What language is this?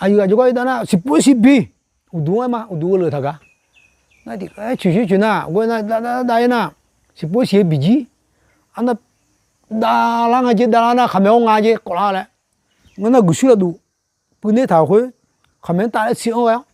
Akha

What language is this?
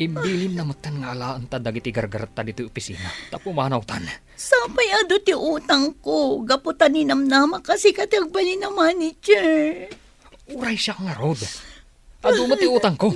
Iloko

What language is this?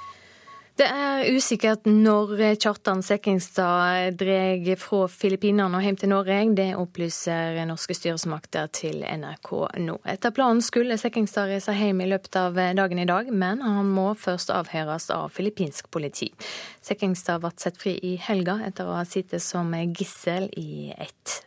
Norwegian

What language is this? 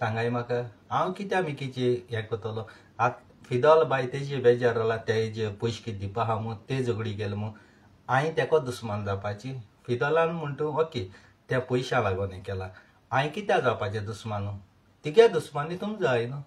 Konkani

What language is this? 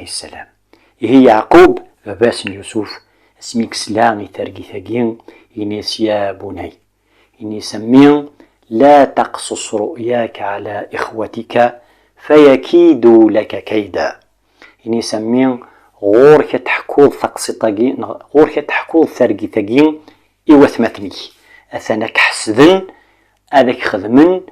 Kabyle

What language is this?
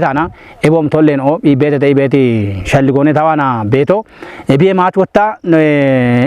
Kafa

